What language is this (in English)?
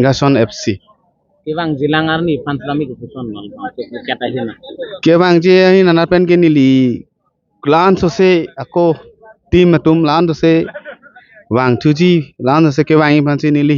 Karbi